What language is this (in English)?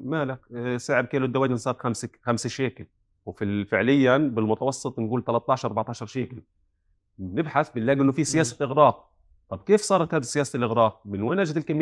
North Levantine Arabic